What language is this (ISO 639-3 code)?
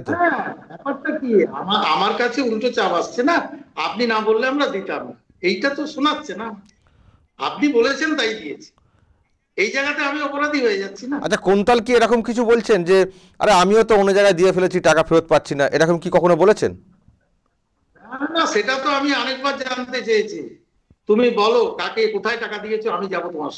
ben